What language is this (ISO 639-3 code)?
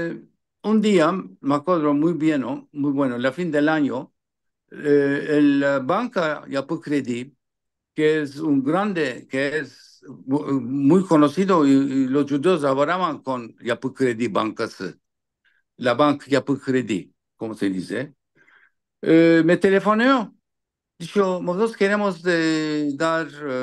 lad